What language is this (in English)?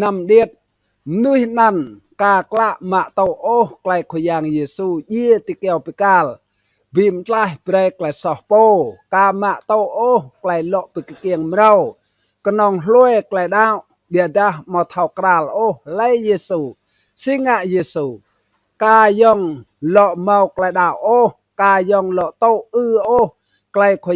Rade